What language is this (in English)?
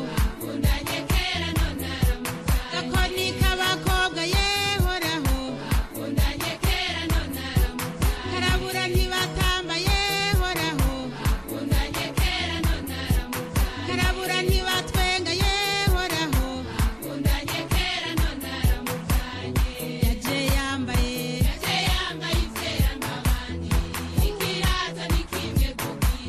Kinyarwanda